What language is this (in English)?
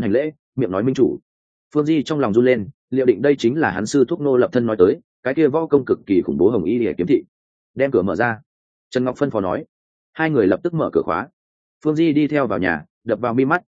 Vietnamese